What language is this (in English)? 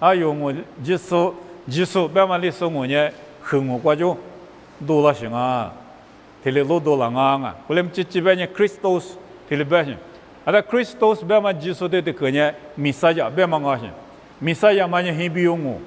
Lisu